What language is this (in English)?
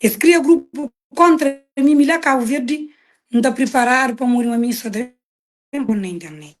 Kabuverdianu